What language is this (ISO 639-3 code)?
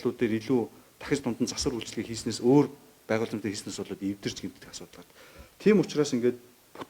mon